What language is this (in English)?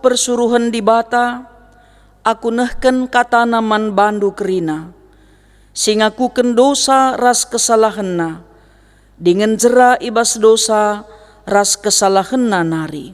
Batak Karo